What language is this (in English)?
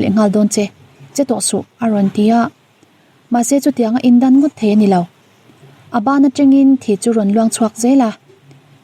Mizo